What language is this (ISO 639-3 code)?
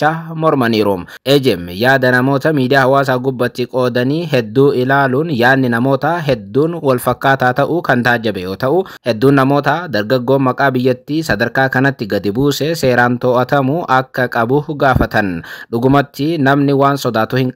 orm